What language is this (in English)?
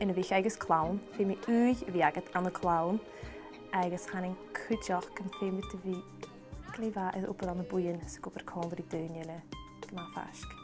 Scottish Gaelic